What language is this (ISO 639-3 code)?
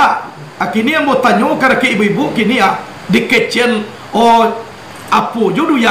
min